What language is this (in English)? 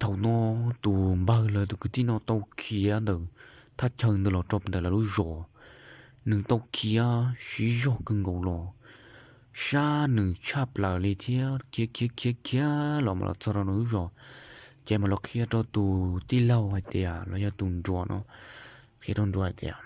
Hmong